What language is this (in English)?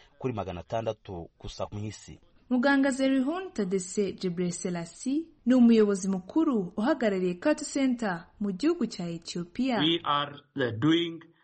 Kinyarwanda